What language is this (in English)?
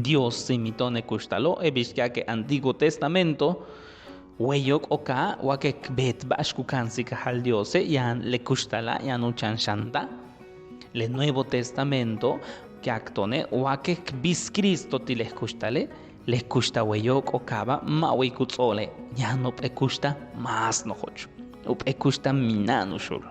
Yucateco